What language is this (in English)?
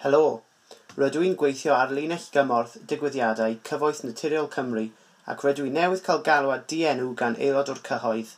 Welsh